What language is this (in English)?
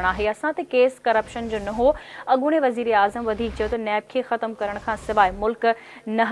Sindhi